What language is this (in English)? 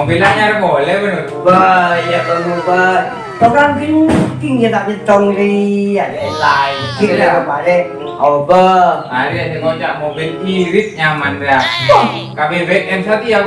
Madurese